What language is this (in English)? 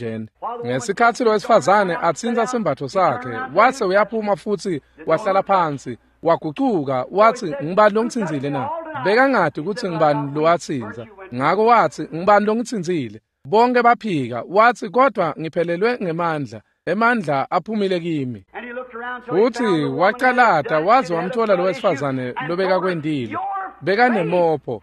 Swati